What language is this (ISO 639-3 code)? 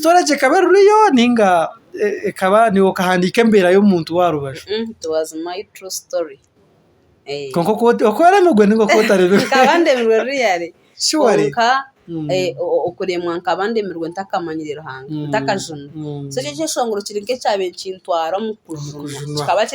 nyn